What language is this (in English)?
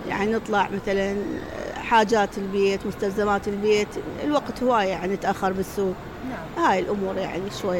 Mesopotamian Arabic